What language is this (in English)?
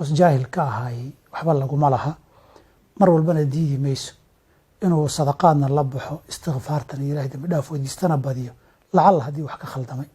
Somali